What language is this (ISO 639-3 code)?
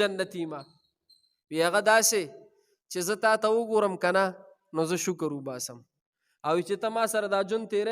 pus